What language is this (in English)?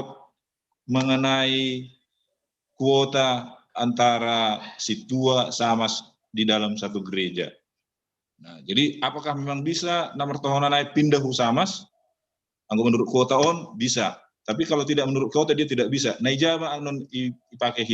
Batak Simalungun